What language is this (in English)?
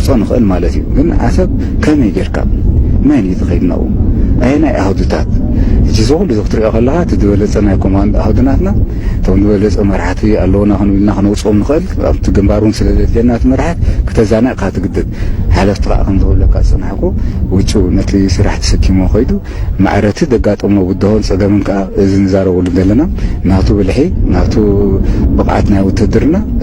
Tigrinya